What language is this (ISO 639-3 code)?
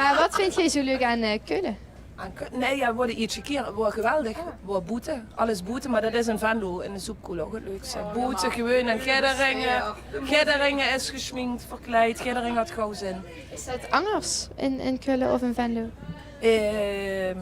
lim